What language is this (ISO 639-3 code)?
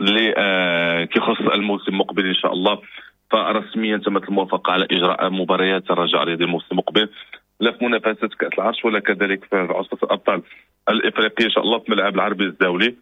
ary